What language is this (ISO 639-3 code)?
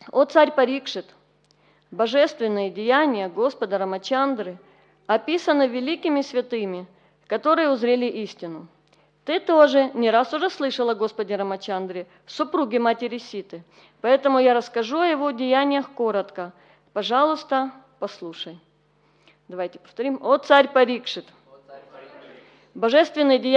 rus